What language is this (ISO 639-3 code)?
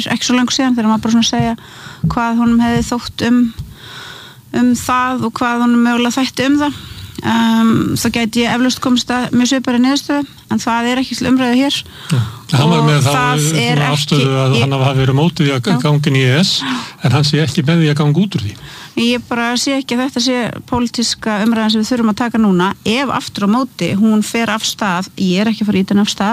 isl